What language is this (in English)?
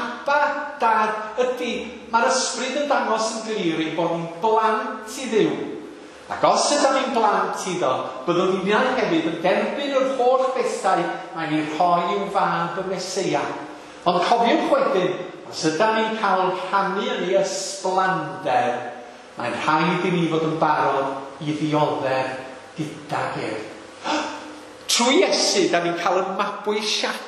Welsh